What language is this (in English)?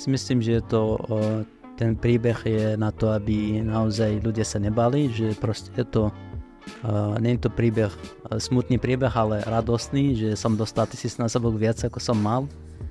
Slovak